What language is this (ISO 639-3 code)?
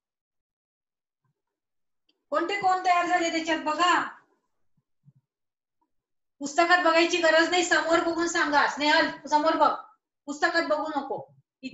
mar